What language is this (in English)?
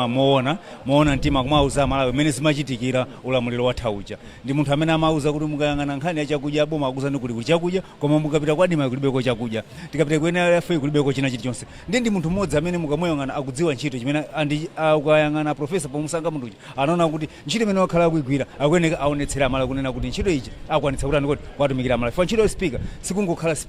Nyanja